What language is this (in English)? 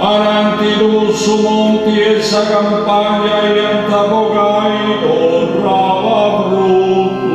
Sardinian